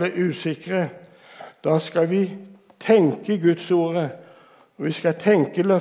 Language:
Norwegian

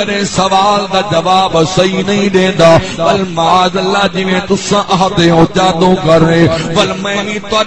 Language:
Saraiki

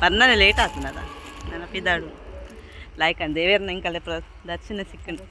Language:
Tulu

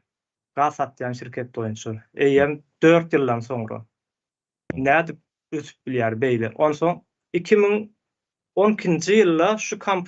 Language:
Turkmen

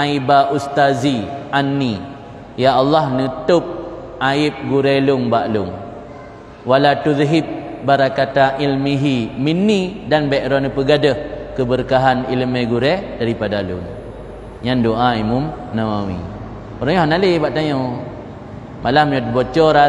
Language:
Achinese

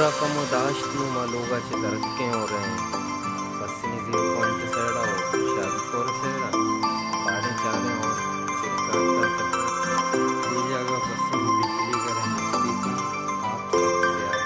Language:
Baluchi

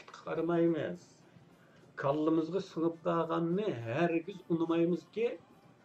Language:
Uyghur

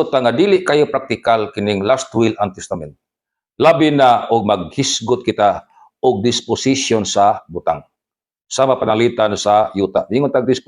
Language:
Cebuano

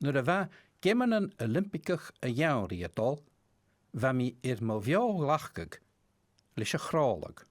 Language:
Scottish Gaelic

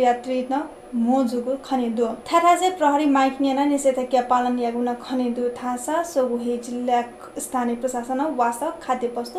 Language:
Newari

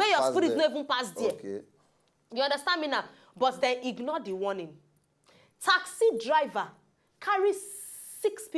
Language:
Nigerian Pidgin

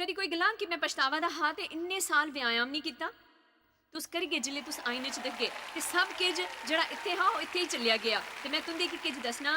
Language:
Dogri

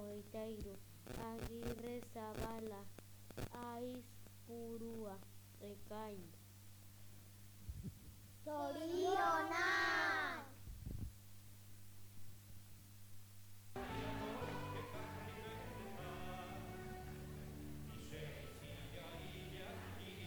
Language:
Basque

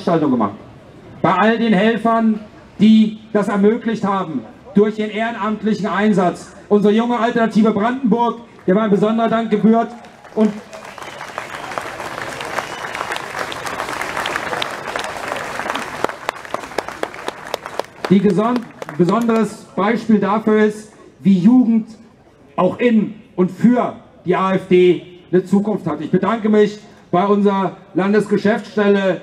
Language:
German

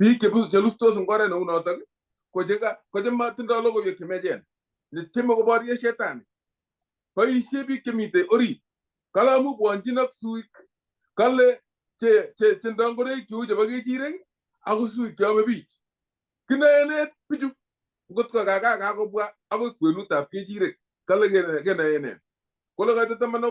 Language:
Kalenjin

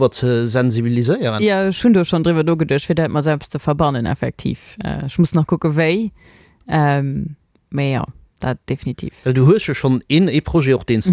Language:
Luxembourgish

